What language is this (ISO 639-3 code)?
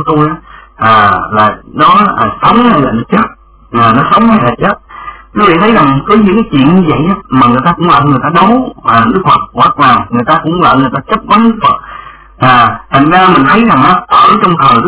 vie